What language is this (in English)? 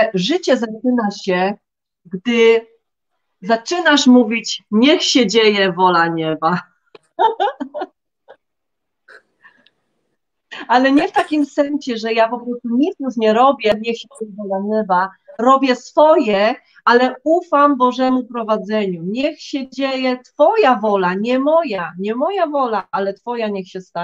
Polish